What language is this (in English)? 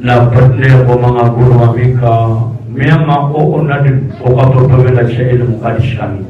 Maranao